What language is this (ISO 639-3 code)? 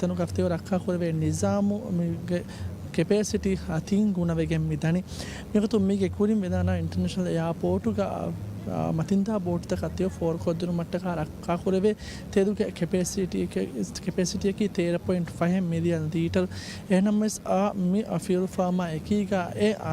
div